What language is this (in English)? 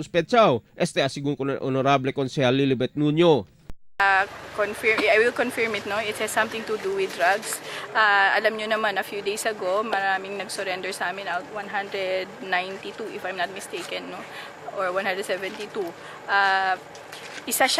Chavacano